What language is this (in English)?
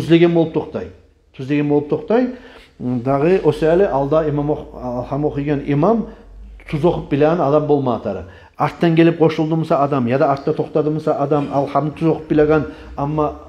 Kumyk